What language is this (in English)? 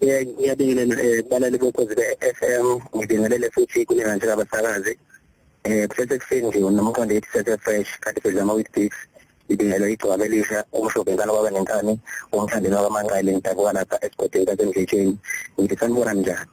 Zulu